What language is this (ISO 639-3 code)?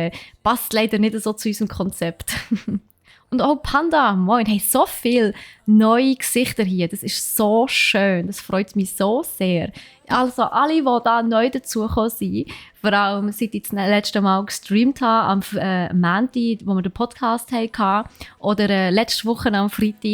gsw